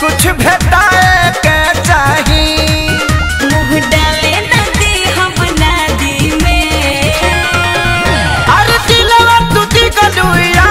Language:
Bhojpuri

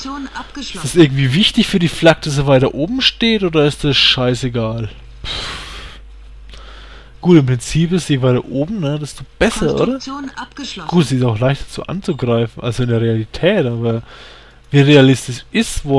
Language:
German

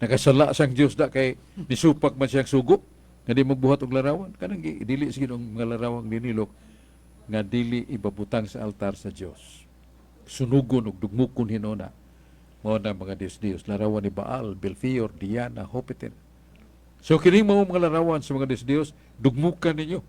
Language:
Cebuano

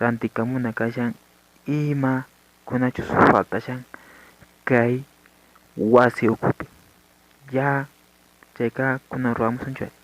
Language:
Quechua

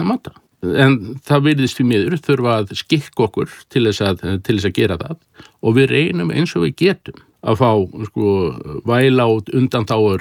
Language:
Icelandic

